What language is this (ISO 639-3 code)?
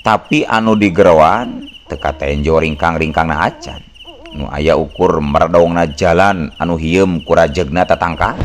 sun